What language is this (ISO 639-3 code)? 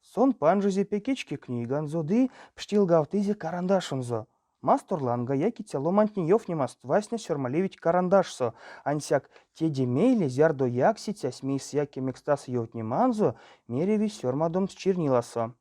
myv